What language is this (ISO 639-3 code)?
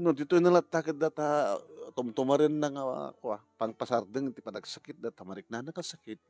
ilo